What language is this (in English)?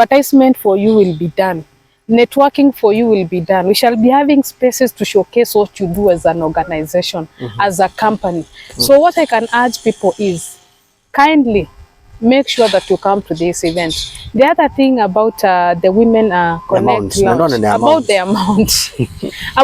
Kamba